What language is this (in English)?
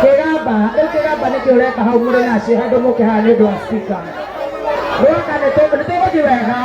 Kikuyu